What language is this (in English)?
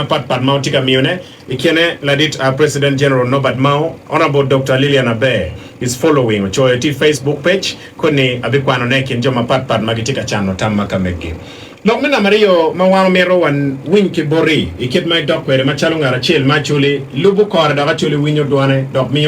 Acoli